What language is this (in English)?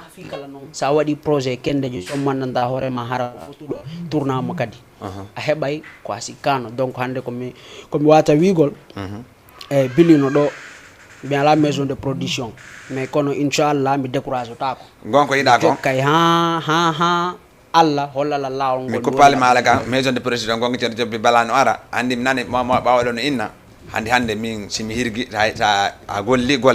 Fula